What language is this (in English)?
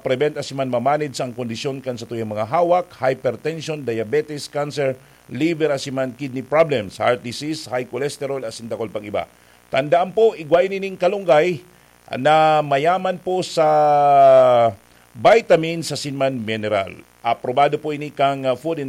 Bikol